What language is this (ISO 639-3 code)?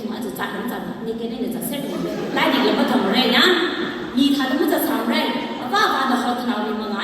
nmf